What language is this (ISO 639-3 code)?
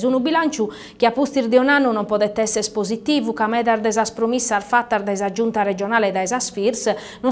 srd